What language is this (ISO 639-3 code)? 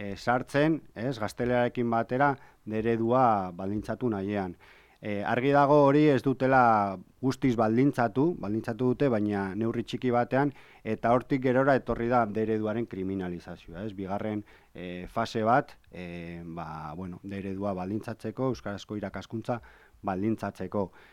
eus